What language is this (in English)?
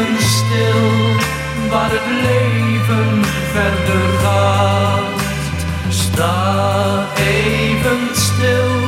Dutch